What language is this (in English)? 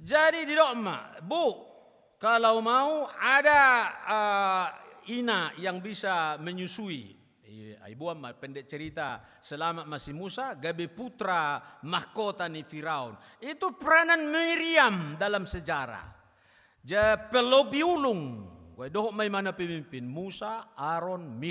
Batak Toba